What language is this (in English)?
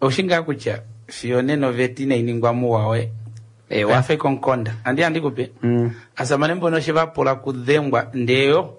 Kuanyama